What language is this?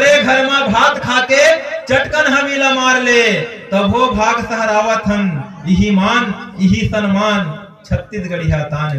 Chhattisgarhi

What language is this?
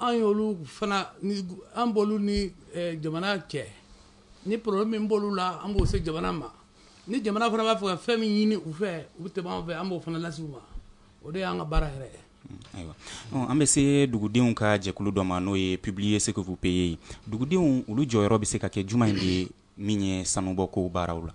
Bambara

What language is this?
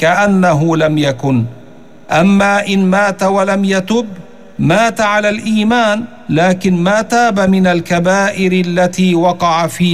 Arabic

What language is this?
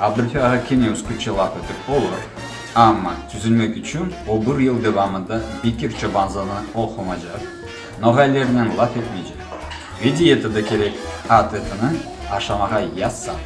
Crimean Tatar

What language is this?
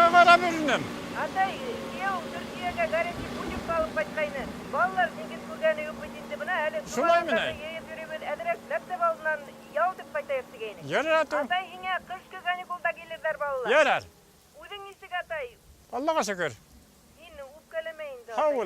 Bashkir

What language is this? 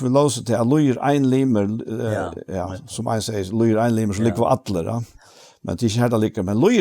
Faroese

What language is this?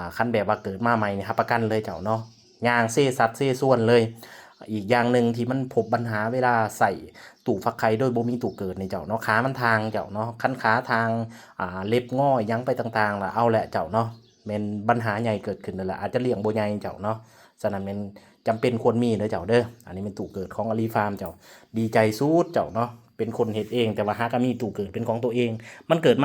Lao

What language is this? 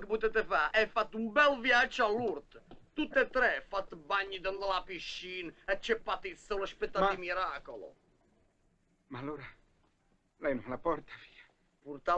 Italian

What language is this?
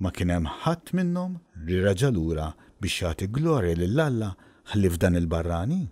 Maltese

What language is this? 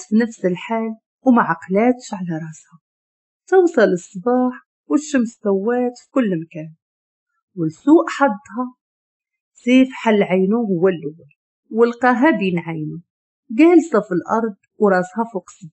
Moroccan Arabic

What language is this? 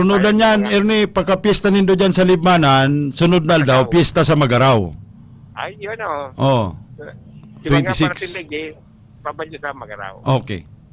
Bikol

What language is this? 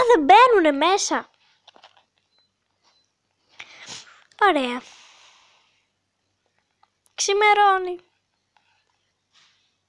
Greek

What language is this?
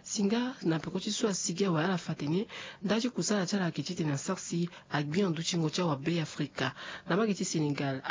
Sango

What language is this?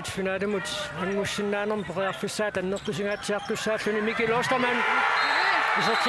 Kalaallisut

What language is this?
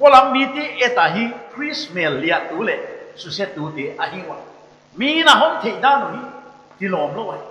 Paite Chin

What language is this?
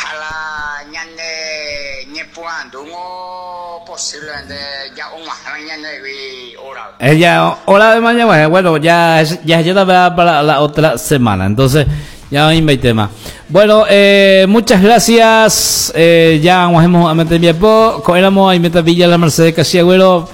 Guarani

